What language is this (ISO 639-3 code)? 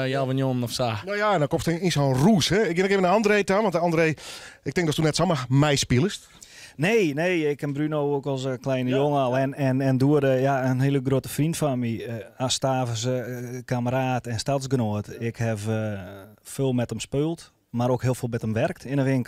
fry